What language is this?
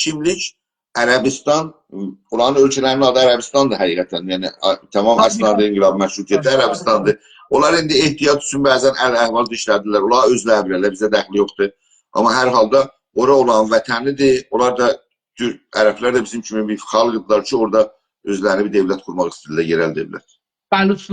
South Azerbaijani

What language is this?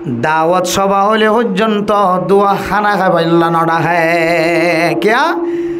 Rohingya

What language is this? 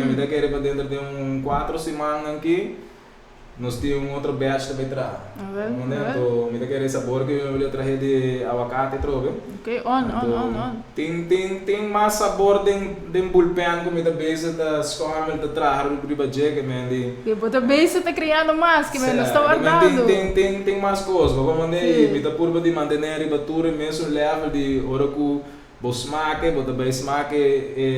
Papiamento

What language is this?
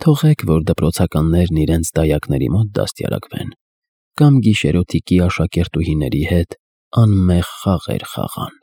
Armenian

